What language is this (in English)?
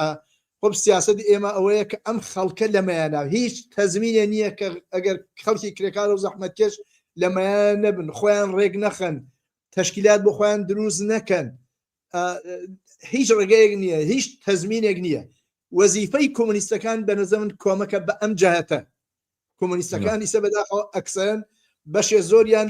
Central Kurdish